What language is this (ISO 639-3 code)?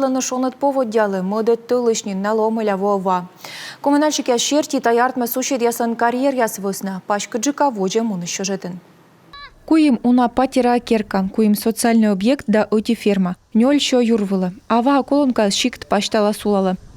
kom